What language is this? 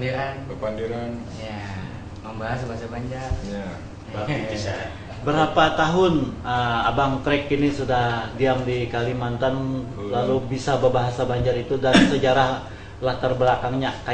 Banjar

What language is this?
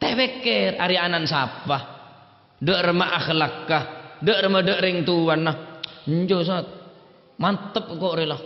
Madurese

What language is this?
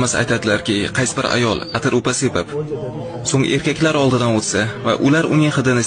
Uzbek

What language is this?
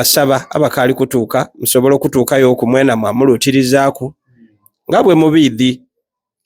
Soga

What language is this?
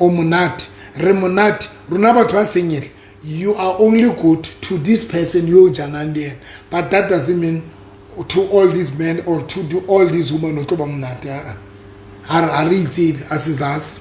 Southern Sotho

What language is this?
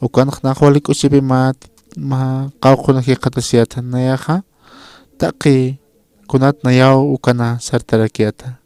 Aymara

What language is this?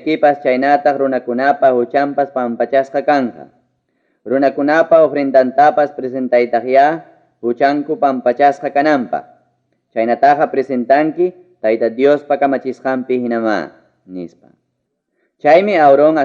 Ayacucho Quechua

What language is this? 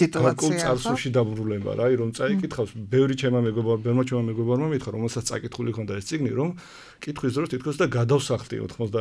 Georgian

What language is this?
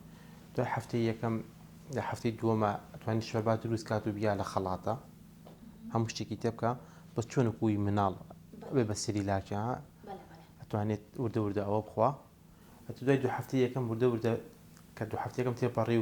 Central Kurdish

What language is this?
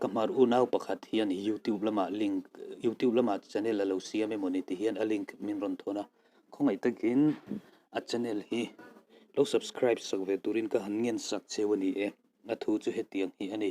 Mizo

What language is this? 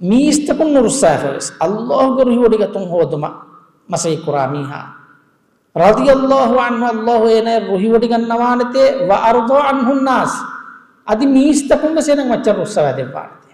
Divehi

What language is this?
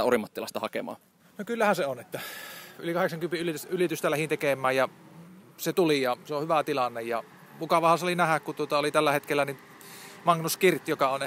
Finnish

